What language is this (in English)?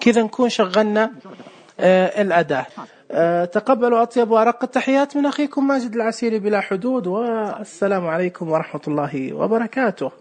Najdi Arabic